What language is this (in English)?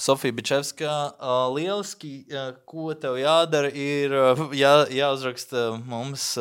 Latvian